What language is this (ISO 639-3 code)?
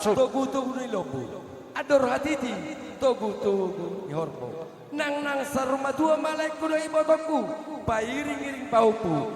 bbc